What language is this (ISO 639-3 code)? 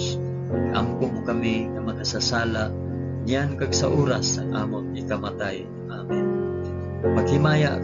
hil